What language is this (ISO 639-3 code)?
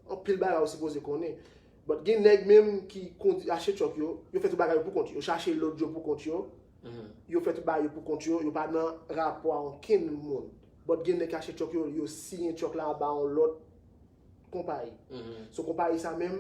hat